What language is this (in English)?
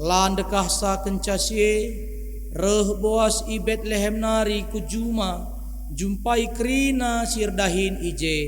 Batak Karo